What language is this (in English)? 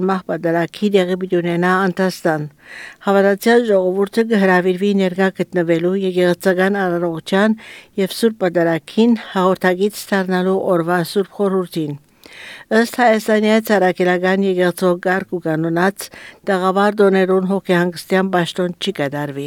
Armenian